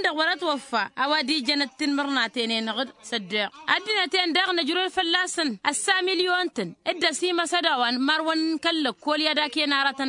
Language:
Tamasheq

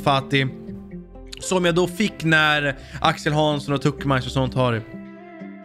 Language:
Swedish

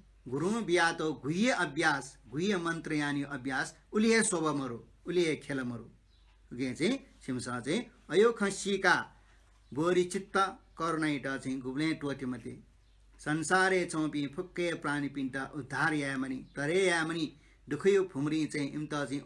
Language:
Newari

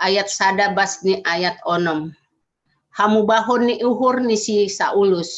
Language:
Batak Simalungun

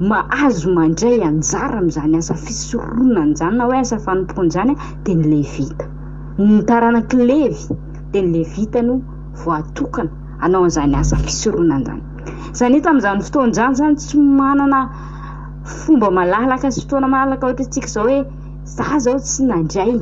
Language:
Malagasy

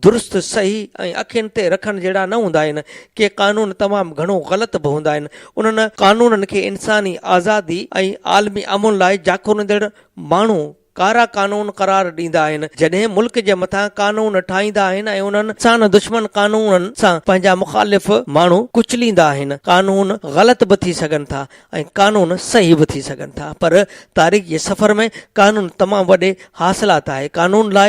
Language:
Sindhi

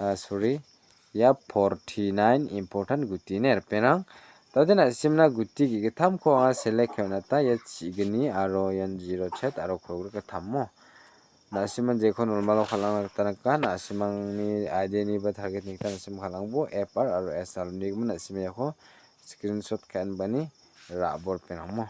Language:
Garo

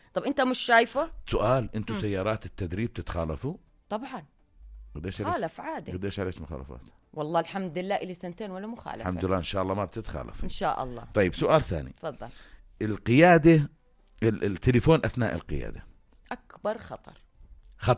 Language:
North Levantine Arabic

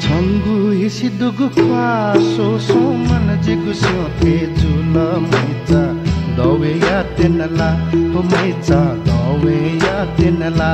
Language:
Newari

